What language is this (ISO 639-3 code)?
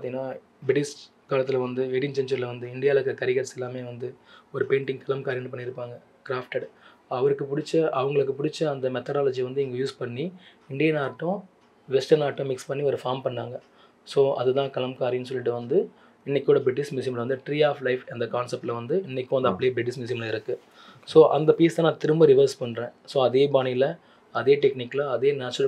tam